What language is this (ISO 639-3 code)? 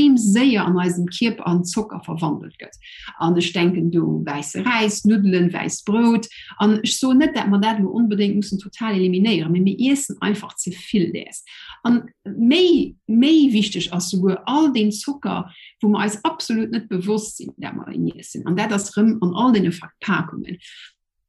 ltz